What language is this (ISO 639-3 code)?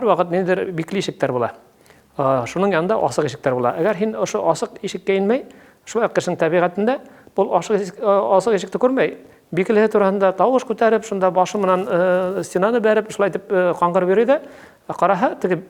bak